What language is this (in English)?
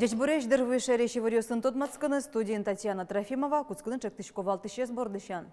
Udmurt